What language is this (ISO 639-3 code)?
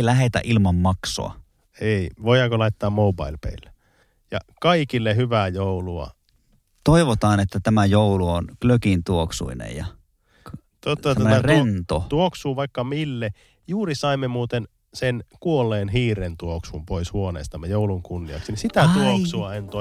fin